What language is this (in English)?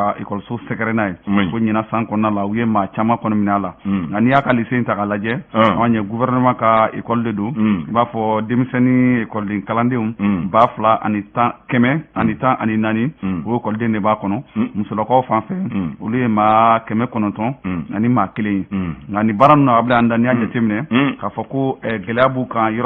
Bambara